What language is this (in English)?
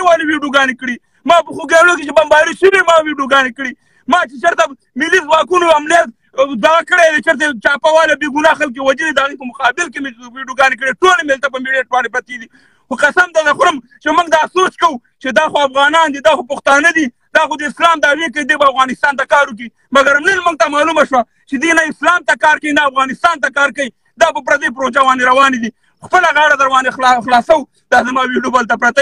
Pashto